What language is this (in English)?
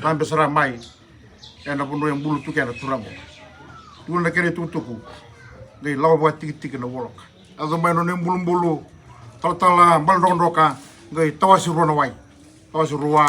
Fijian